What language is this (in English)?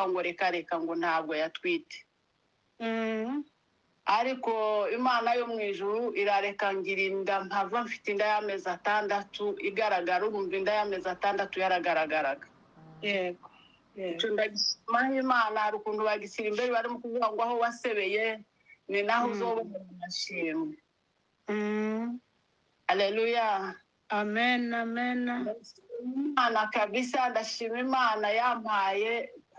Kinyarwanda